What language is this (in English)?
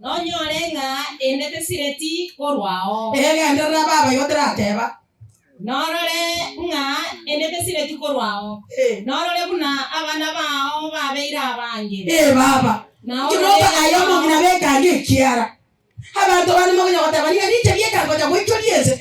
Gusii